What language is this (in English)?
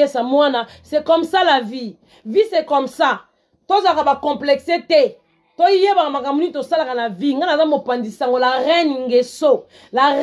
Lingala